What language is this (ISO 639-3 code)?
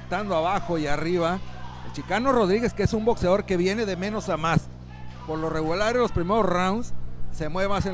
spa